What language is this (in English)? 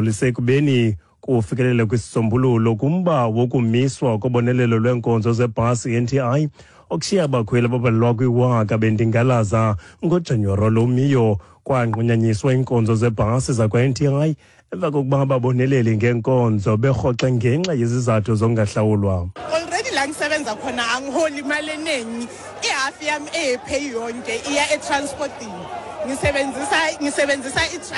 Xhosa